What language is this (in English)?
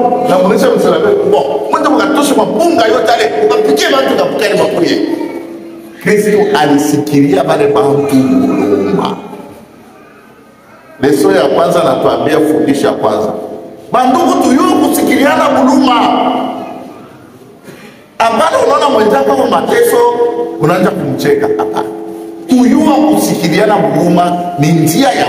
Swahili